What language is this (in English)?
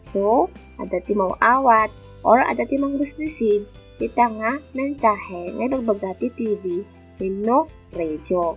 Iloko